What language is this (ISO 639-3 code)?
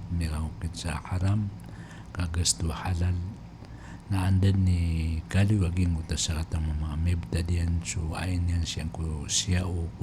mrw